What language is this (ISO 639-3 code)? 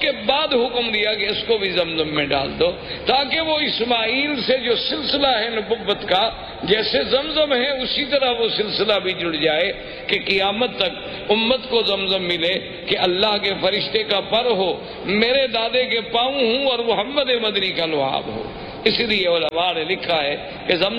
urd